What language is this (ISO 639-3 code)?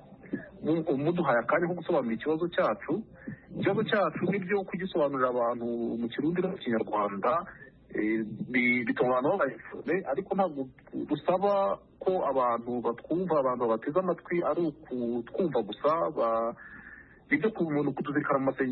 kin